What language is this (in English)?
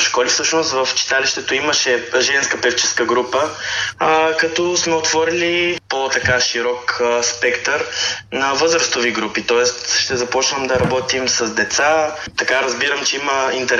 Bulgarian